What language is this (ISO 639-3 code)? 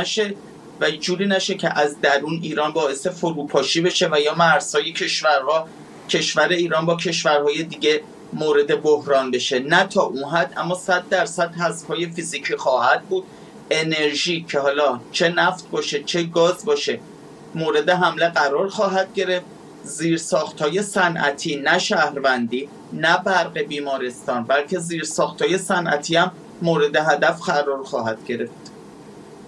fas